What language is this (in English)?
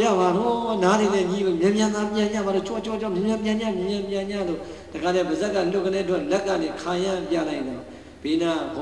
Burmese